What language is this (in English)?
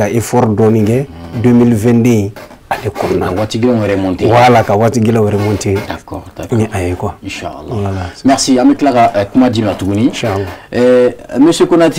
Bambara